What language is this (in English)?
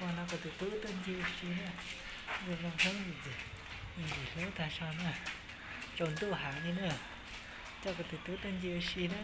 Hmong